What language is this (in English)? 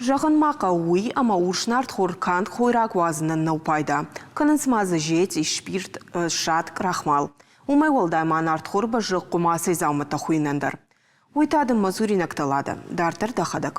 Ossetic